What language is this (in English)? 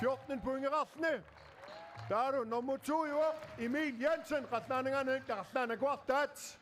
Kalaallisut